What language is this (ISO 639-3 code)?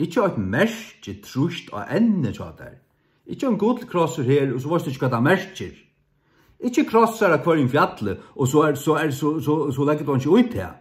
fao